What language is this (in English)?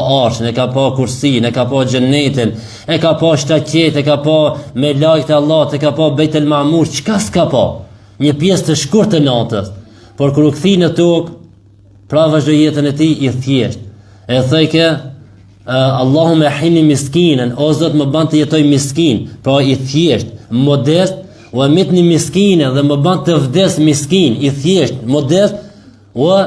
Albanian